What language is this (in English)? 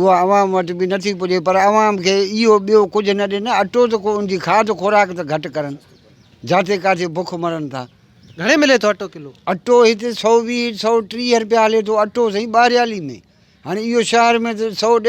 Sindhi